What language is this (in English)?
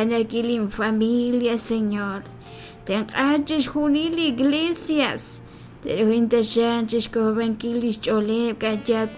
Kekchí